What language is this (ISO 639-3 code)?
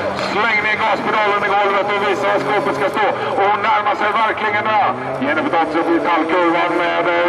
swe